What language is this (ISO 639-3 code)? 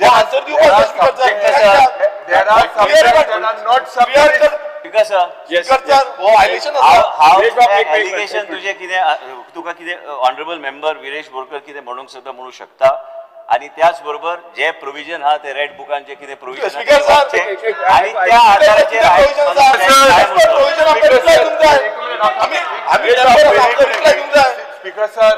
kok